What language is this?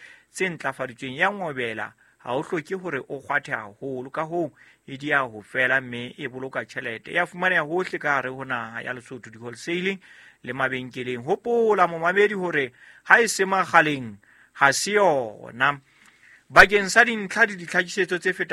Southern Sotho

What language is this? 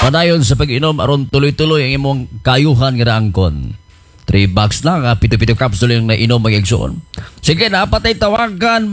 Cebuano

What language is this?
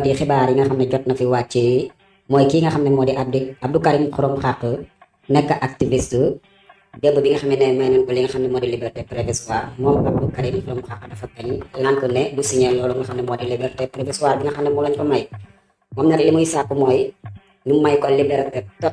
Wolof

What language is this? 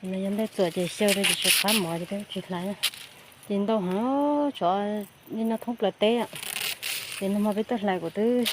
Hmong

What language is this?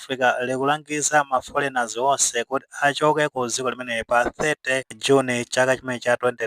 Nyanja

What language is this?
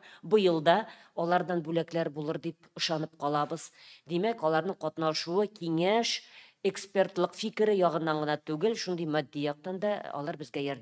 Tatar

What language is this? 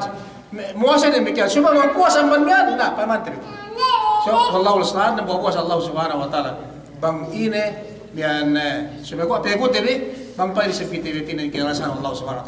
Yakan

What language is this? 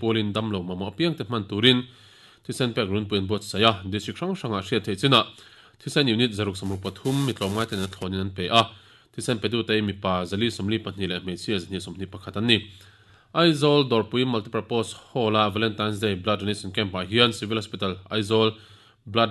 Mizo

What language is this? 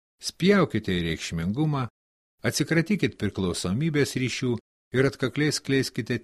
Lithuanian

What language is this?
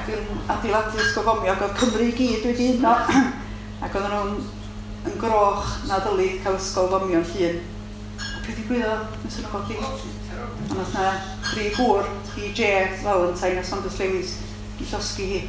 Welsh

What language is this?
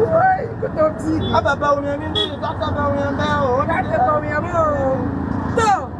Dagbani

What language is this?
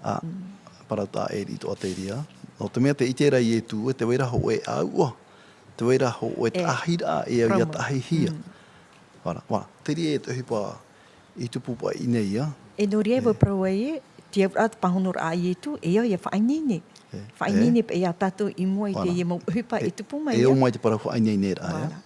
Tahitian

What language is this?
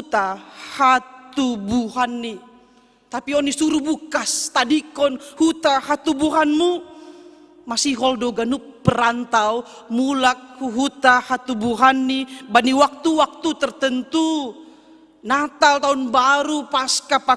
Batak Simalungun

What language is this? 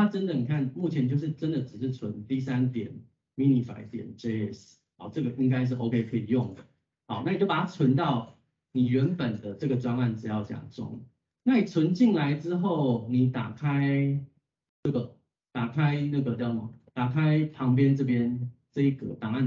Chinese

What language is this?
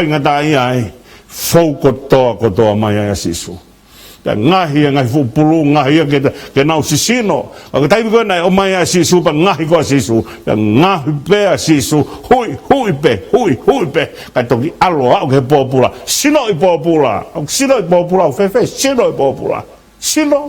Tongan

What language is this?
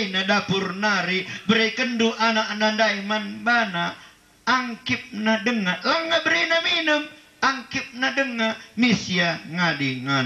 Batak Karo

